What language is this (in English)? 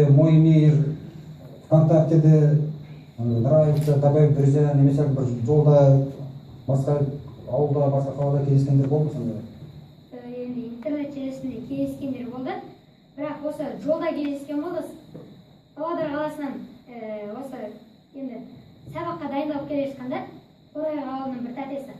Kazakh